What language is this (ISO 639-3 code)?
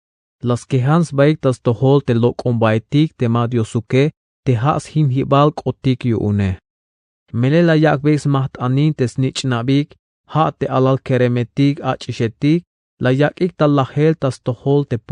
tzh